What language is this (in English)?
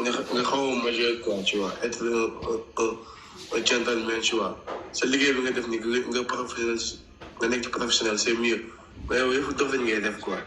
Wolof